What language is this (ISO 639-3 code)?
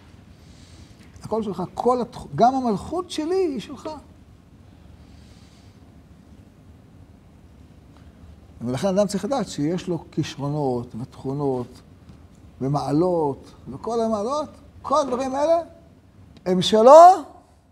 heb